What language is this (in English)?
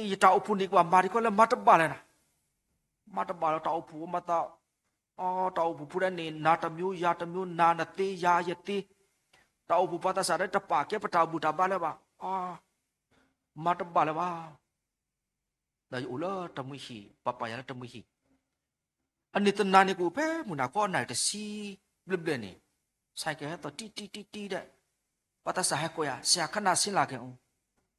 S'gaw Karen